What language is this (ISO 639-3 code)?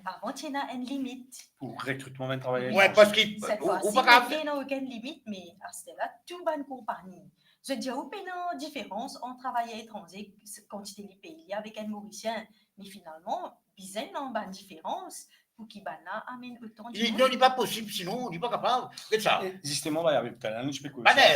mfe